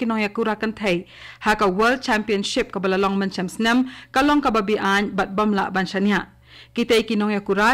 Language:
Khasi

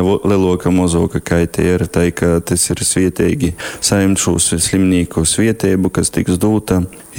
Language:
Latgalian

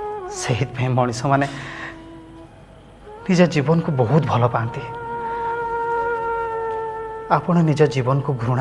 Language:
Odia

